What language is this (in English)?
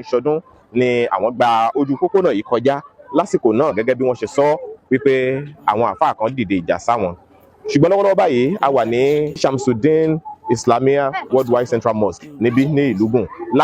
Yoruba